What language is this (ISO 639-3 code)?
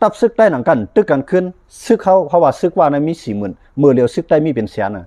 shn